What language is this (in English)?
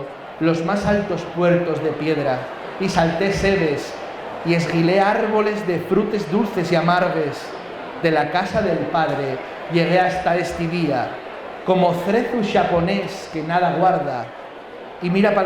Asturian